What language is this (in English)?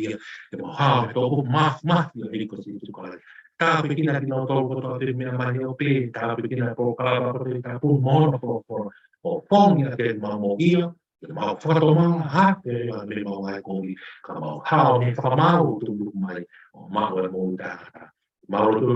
Tongan